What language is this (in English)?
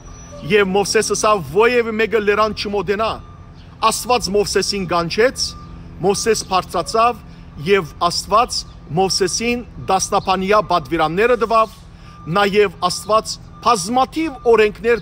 Western Armenian